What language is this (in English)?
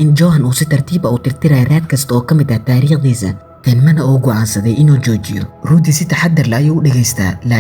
Somali